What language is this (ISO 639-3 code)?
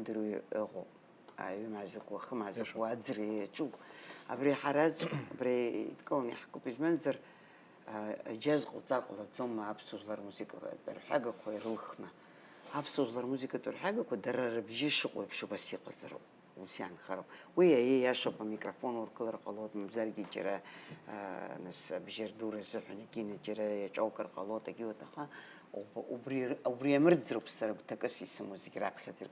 abk